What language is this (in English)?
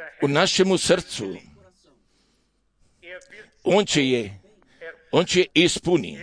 Croatian